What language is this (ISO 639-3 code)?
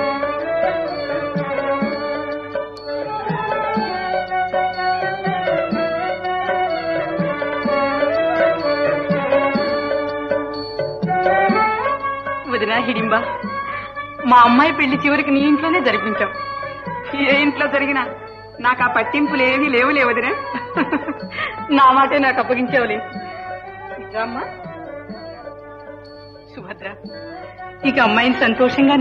tel